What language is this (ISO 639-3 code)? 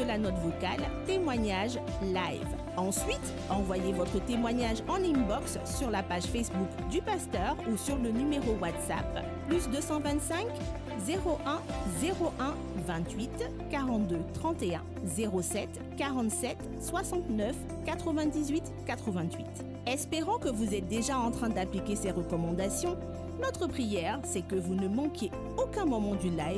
fra